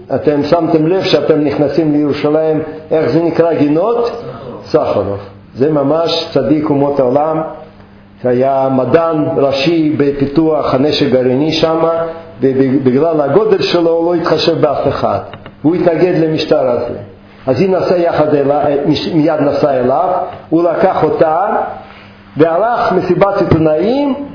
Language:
Hebrew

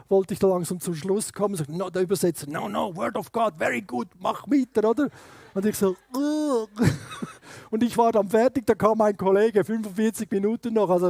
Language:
Swiss German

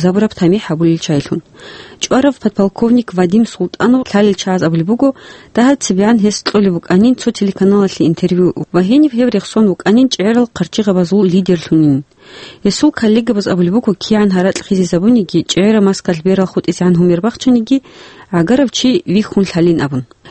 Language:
Avaric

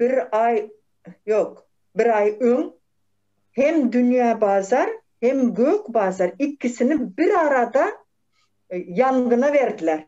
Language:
Turkmen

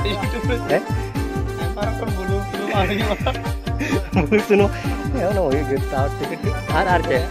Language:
Santali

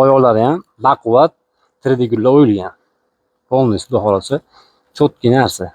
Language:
Uzbek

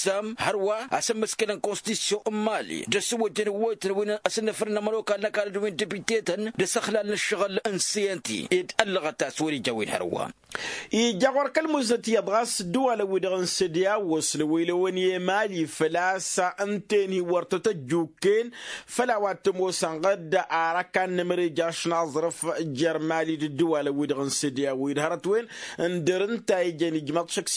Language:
Tamasheq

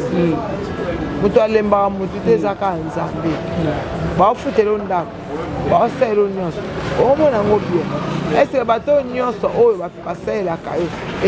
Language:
Lingala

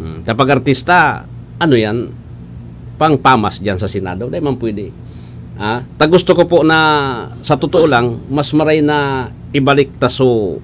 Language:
Bikol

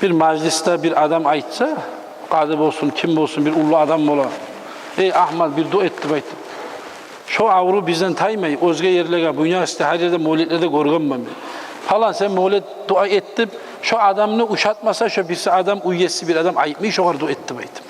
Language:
Kumyk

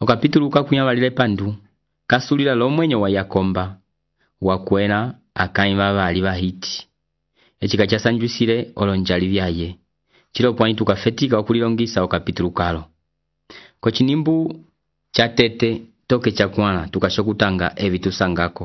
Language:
Umbundu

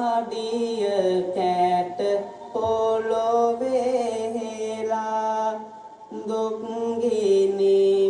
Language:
Sinhala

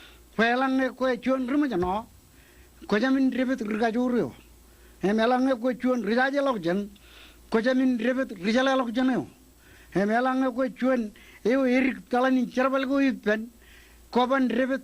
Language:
Marshallese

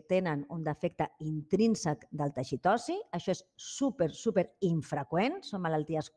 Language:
Catalan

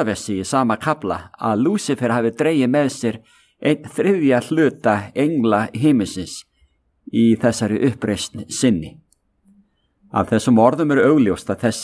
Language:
Icelandic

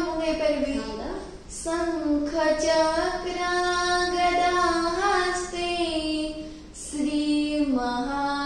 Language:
Odia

